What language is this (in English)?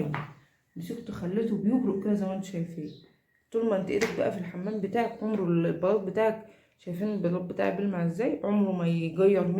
Egyptian Arabic